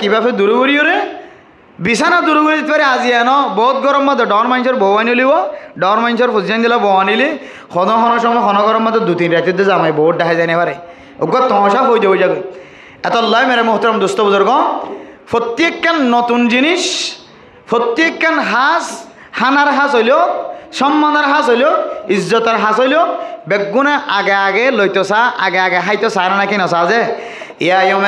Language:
Rohingya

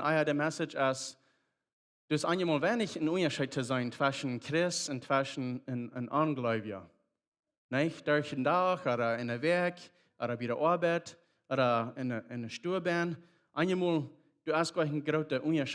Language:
Plautdietsch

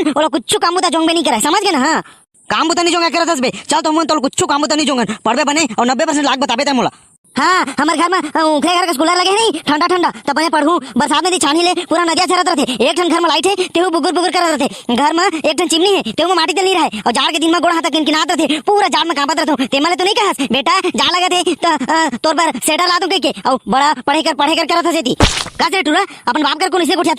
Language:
Chhattisgarhi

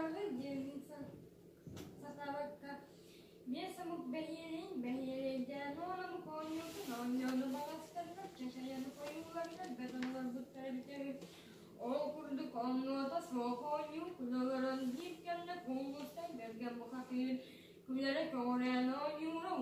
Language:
Yakut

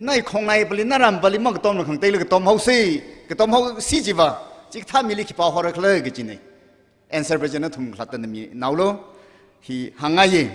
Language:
Tangkhul Naga (India)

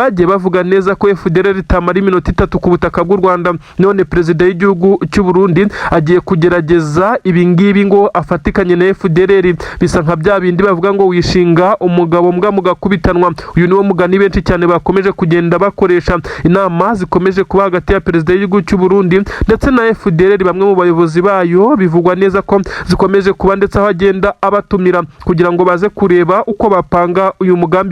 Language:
Kinyarwanda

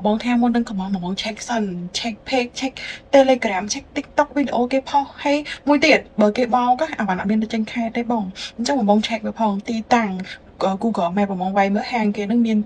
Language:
Khmer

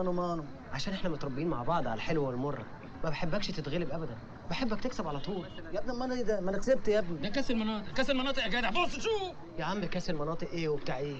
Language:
Egyptian Arabic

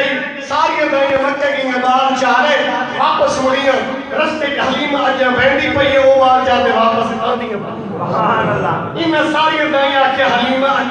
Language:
Saraiki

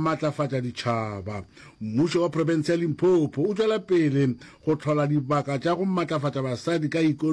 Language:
Northern Sotho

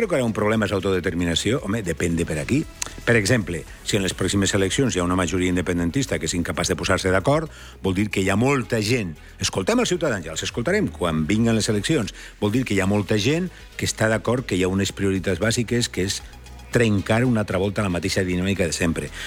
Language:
Catalan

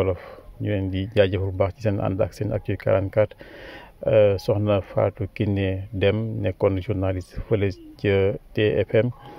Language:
Wolof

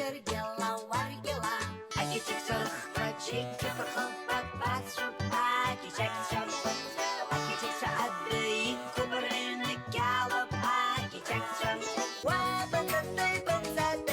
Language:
Abkhazian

